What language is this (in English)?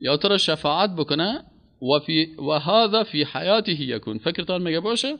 Persian